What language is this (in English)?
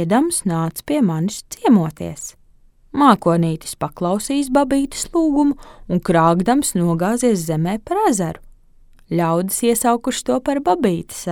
Latvian